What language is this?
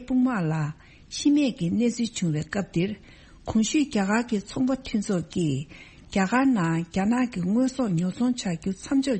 Tibetan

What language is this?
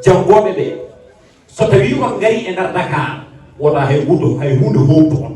Fula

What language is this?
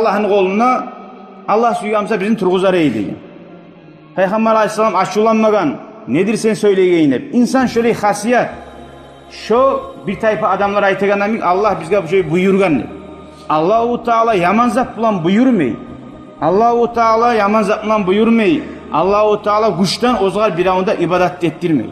Kumyk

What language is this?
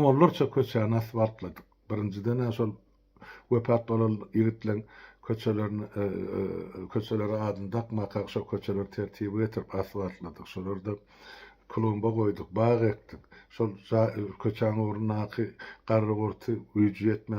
Turkmen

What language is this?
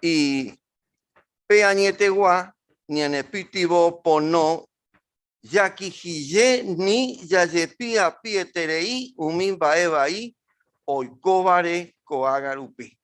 Guarani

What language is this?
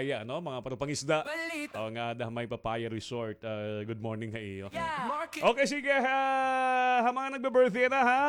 Waray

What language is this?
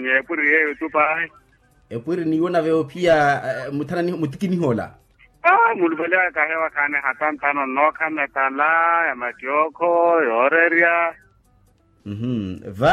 Makhuwa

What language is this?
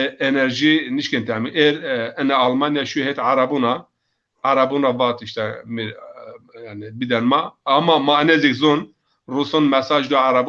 Zaza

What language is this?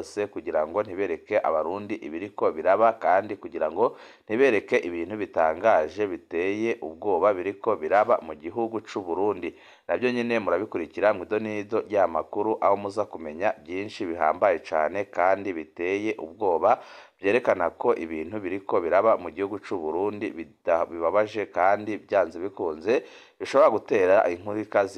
Rundi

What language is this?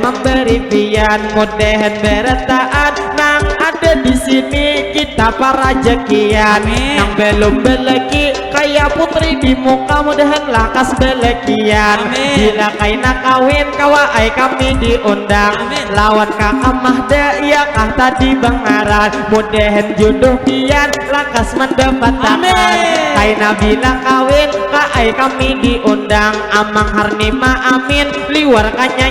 Banjar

